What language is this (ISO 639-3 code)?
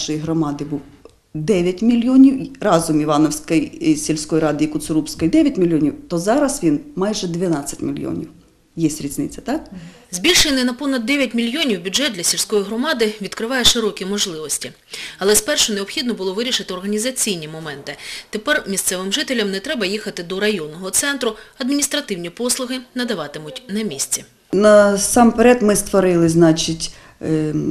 ukr